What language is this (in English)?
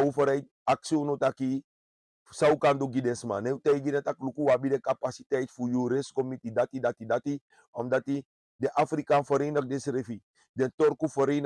Sranan Tongo